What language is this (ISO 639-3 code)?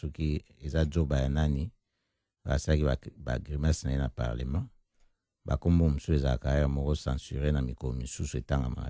lin